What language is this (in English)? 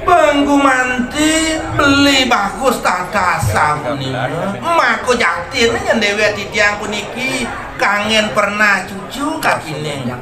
Balinese